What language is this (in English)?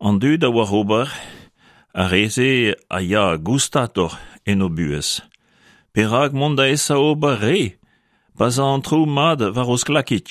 Breton